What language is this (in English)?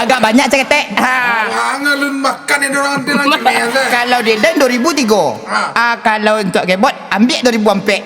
Minangkabau